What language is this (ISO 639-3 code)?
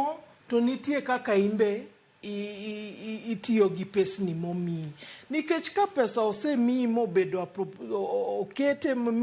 luo